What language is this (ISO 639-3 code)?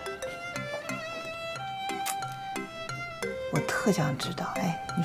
zho